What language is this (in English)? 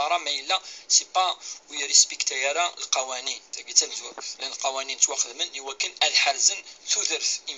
Kabyle